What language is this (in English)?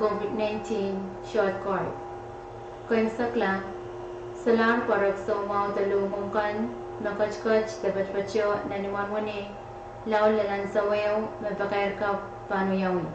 Pohnpeian